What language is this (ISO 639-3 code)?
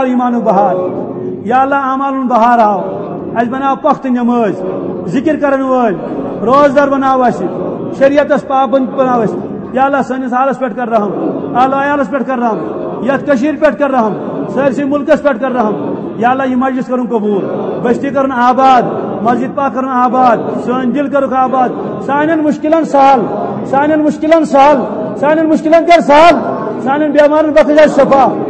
kas